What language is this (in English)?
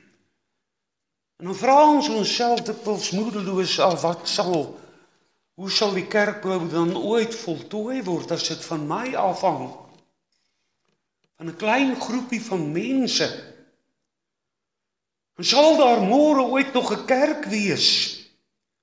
Afrikaans